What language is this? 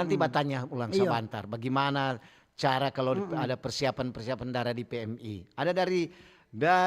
Manado Malay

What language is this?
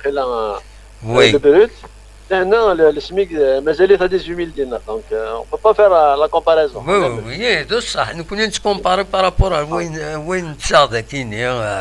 Kabyle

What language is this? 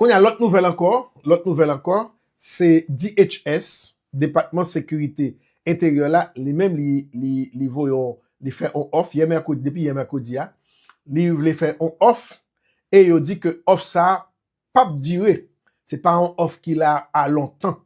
Haitian Creole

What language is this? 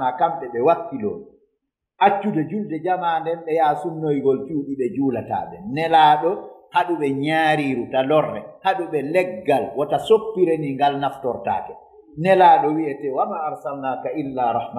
Fula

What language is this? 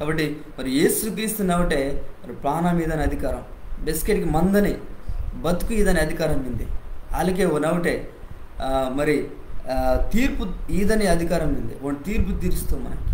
Koya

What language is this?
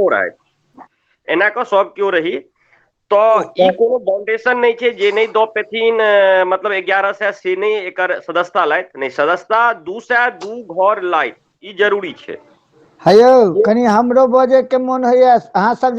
Maithili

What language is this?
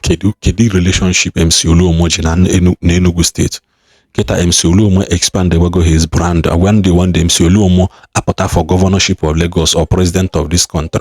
Igbo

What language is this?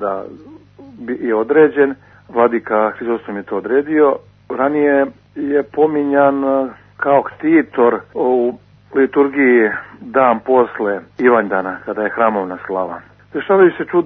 Serbian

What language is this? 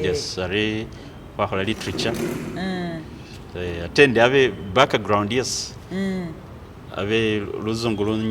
Masaaba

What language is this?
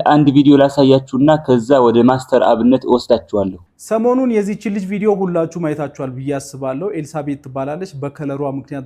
Amharic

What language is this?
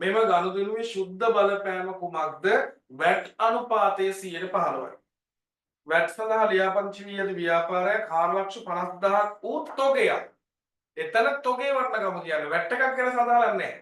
Sinhala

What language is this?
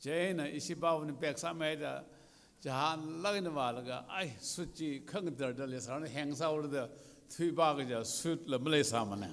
Tangkhul Naga (India)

